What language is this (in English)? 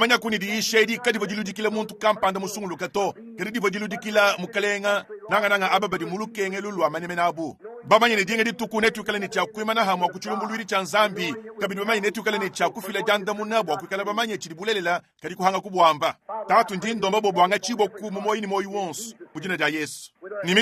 Luba-Lulua